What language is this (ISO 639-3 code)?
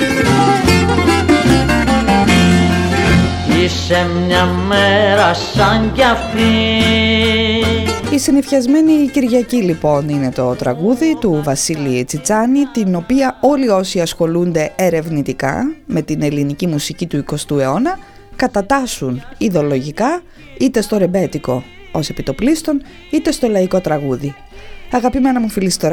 ell